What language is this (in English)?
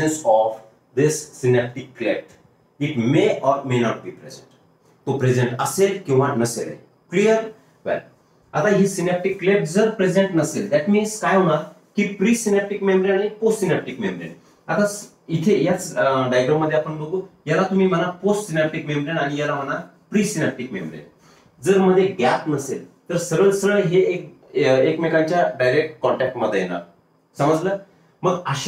Marathi